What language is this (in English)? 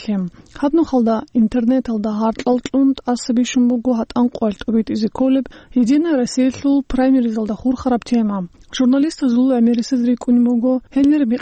Avaric